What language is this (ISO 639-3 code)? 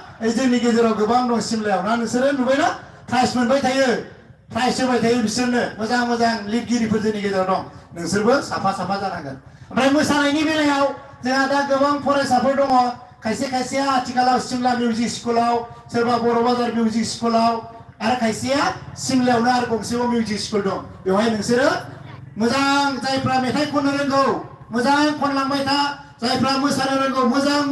brx